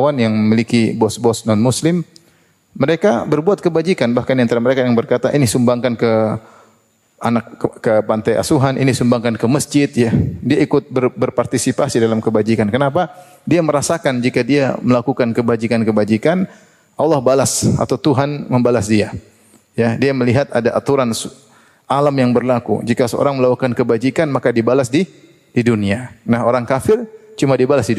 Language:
Indonesian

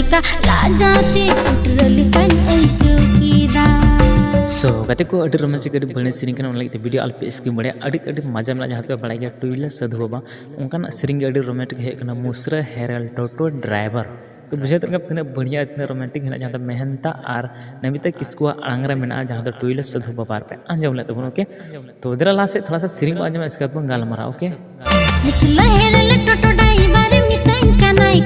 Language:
Santali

